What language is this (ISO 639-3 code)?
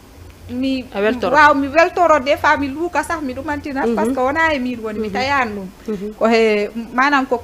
ful